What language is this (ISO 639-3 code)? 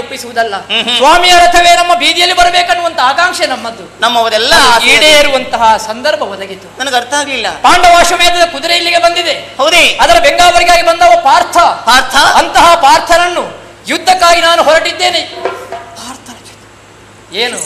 kan